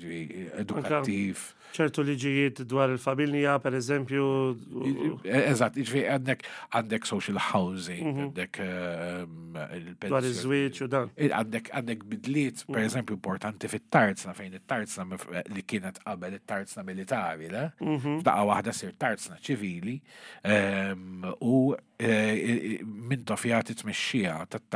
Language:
Maltese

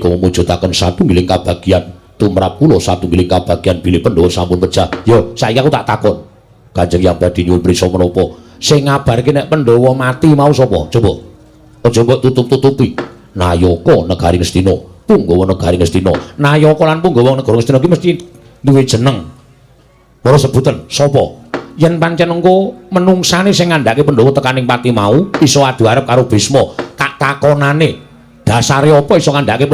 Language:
Javanese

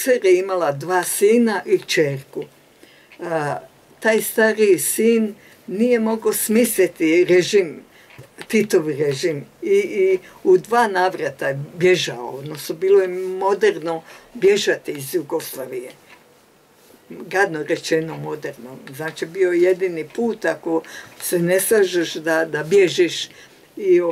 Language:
Croatian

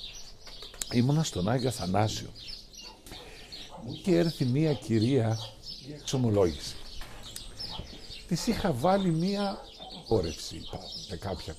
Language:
Greek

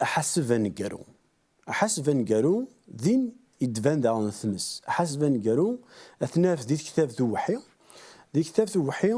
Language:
Kabyle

